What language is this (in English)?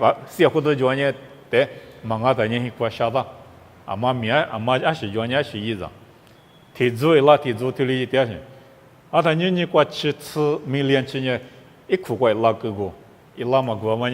Lisu